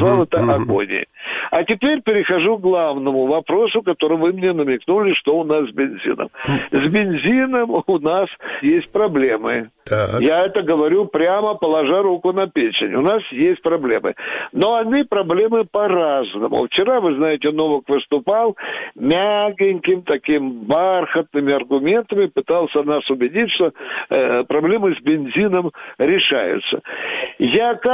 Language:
Russian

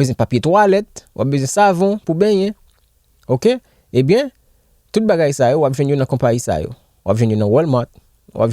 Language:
Haitian Creole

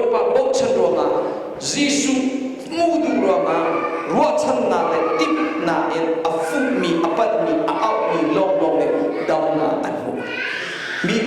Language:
Hakha Chin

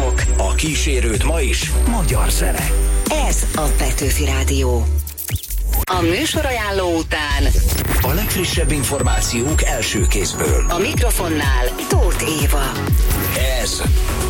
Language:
Hungarian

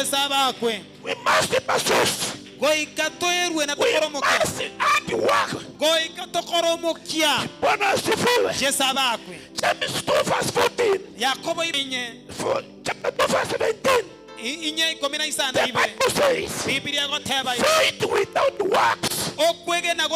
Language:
Gusii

